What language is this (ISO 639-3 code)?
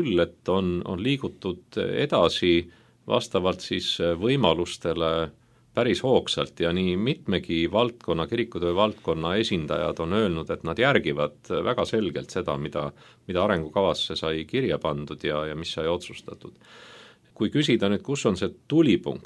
est